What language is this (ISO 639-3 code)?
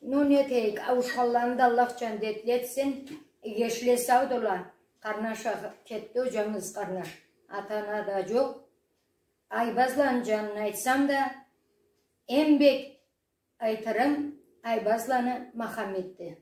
krc